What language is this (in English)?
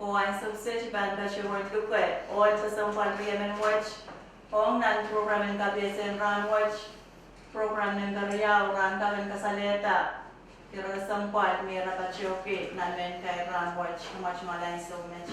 Pohnpeian